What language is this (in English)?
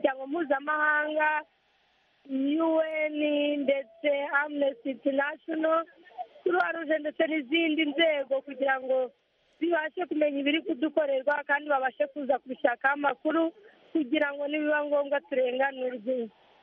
Kinyarwanda